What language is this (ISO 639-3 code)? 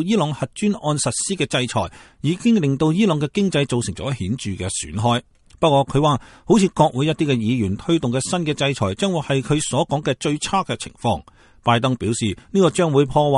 yue